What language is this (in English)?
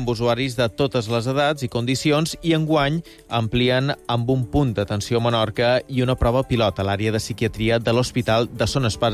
Catalan